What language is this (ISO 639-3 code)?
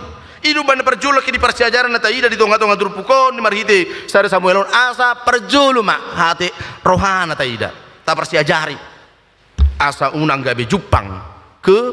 bbc